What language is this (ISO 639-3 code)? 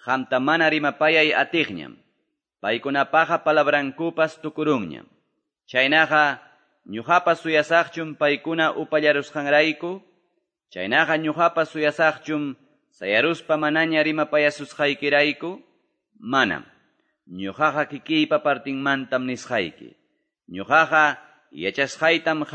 que